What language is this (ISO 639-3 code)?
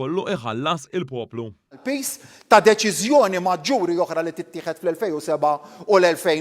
mlt